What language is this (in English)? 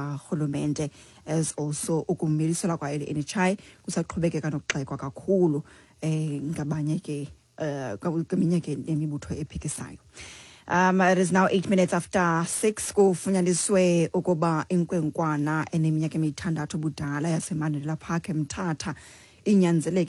Xhosa